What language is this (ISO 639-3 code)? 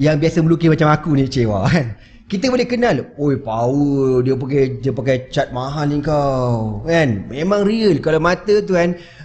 msa